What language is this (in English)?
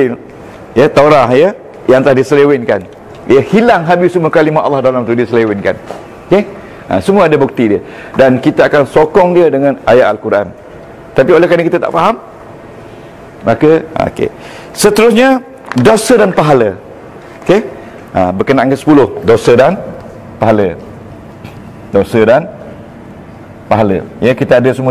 Malay